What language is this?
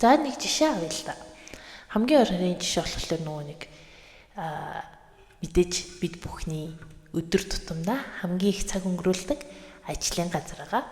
Mongolian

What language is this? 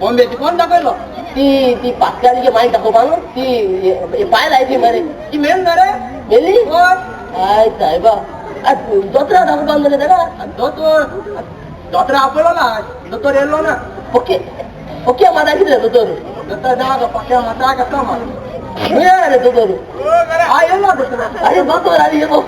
Konkani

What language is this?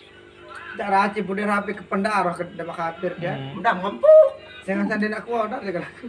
Sasak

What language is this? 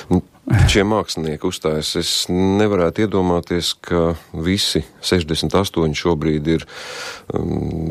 Latvian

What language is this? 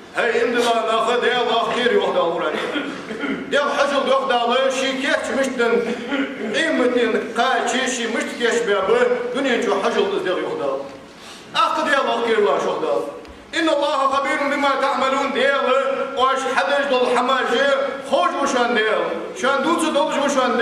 Ingush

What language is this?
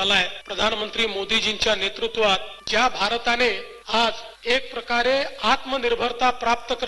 Marathi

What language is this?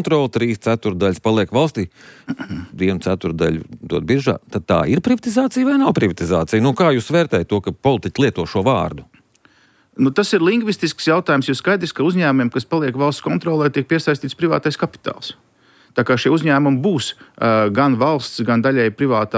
Latvian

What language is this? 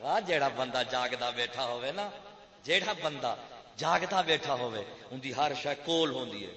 Saraiki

